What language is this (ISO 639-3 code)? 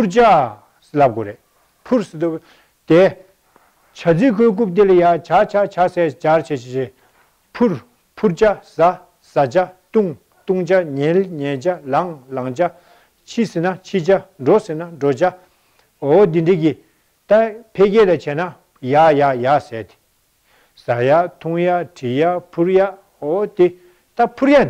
bod